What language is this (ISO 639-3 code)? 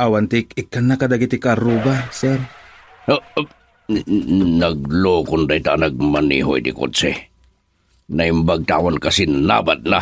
ilo